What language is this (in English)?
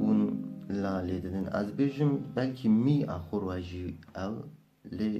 Kurdish